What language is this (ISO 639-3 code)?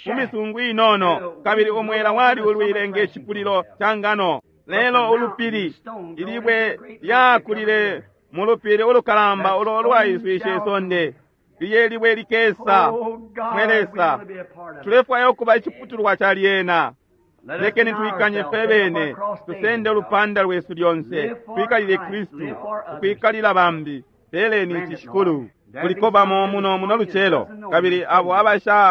bem